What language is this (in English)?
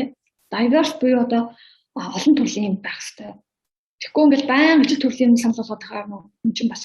Mongolian